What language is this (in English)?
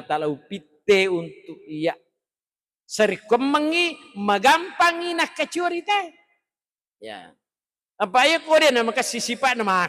Buginese